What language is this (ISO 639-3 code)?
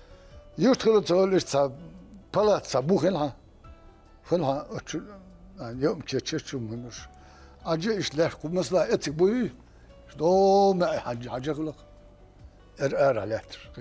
che